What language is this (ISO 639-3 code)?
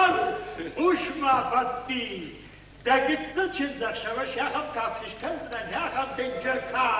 oss